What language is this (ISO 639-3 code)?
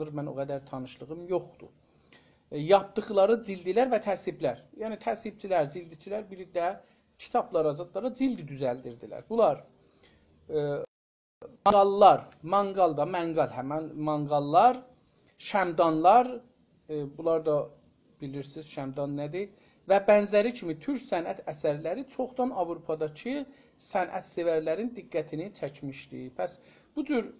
azb